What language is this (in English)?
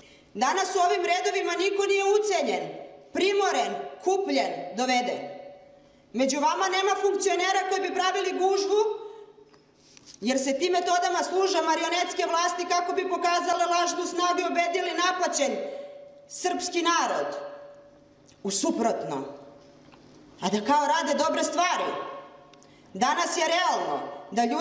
Serbian